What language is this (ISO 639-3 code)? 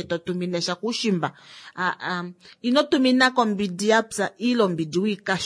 kua